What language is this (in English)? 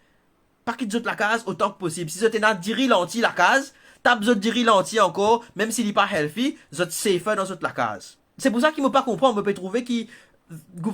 Morisyen